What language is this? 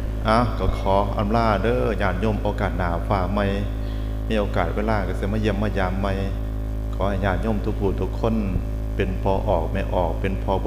Northeastern Thai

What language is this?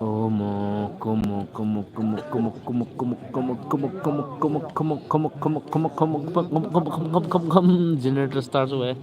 Poumei Naga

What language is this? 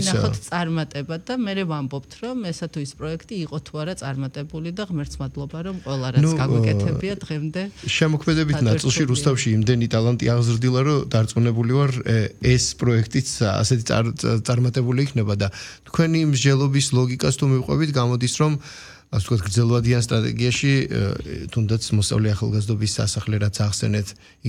Georgian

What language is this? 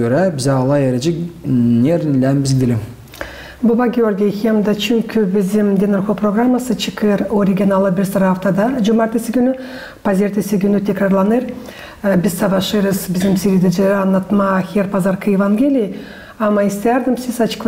Gagauz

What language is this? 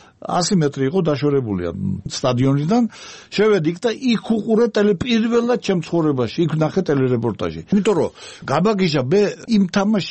Georgian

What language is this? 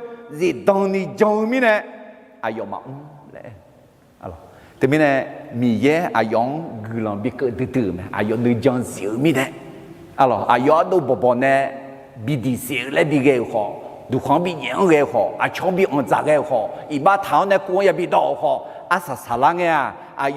Akha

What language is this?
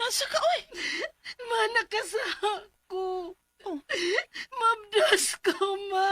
Cebuano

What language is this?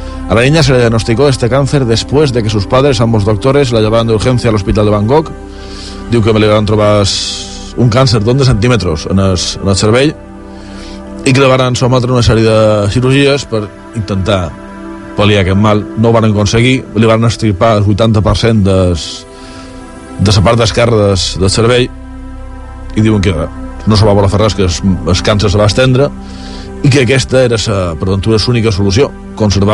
Catalan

